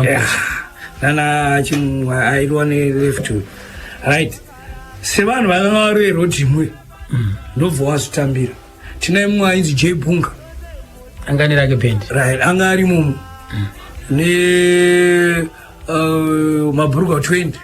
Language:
Shona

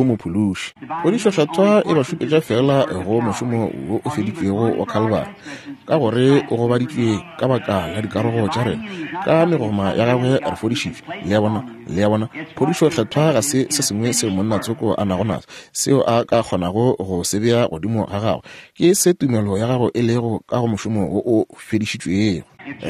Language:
Northern Sotho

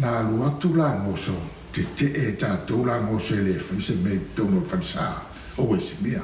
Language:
Samoan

